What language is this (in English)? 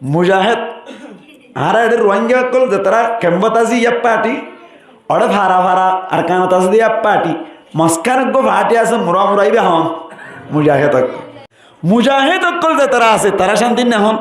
Rohingya